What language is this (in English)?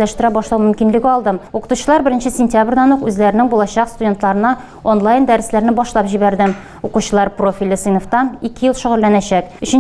Tatar